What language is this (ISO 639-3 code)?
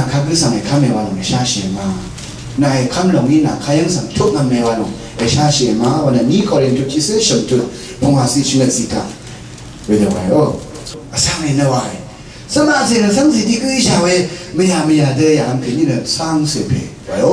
raw